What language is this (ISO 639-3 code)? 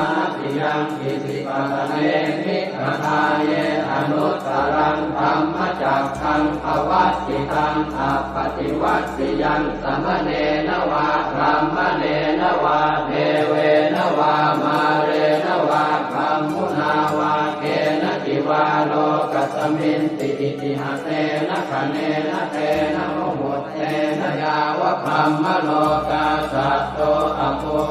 pli